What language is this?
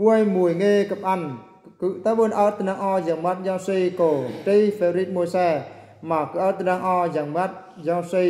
Eastern Bru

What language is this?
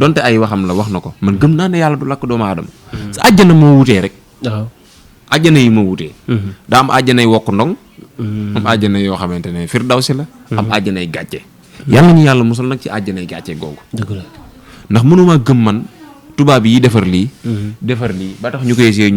Wolof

